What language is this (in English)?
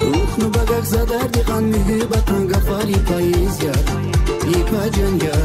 Tabassaran